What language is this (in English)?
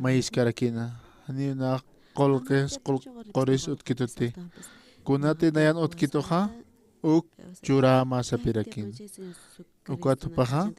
Aymara